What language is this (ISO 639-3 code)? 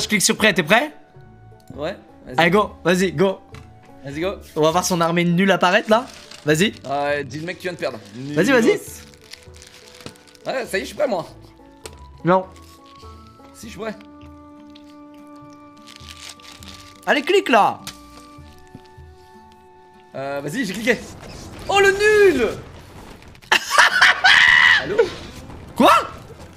fra